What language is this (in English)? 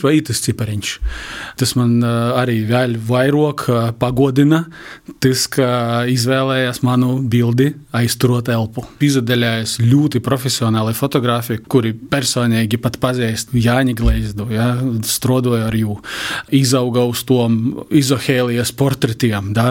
Latvian